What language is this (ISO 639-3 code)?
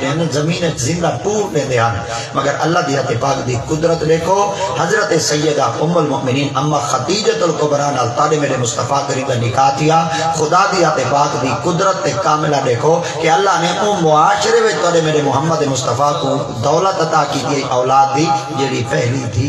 skr